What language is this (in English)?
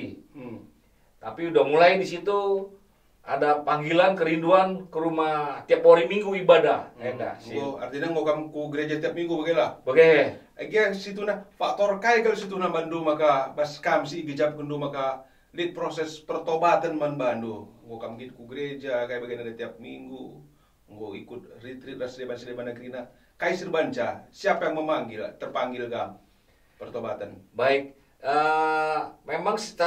Batak Karo